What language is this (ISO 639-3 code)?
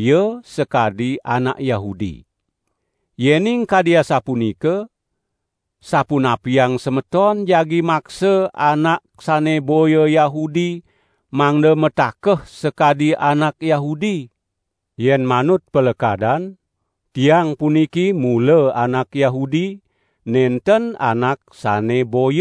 ban